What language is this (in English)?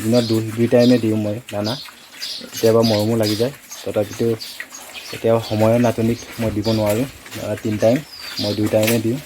Assamese